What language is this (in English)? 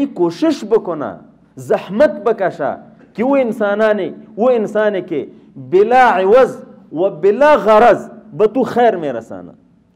Persian